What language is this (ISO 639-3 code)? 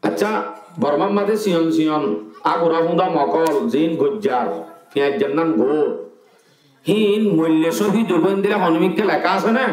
rhg